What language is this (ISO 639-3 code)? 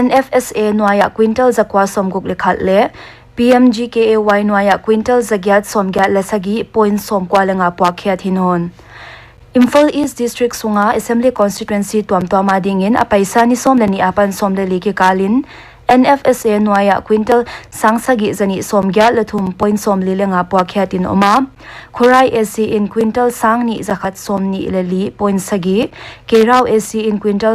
pck